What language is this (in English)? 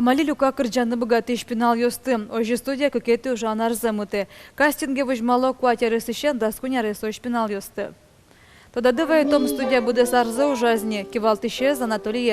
Udmurt